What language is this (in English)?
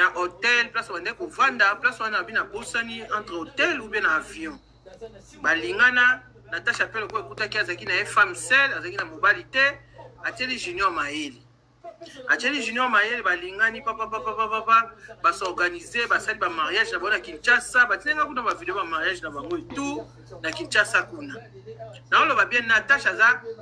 Lingala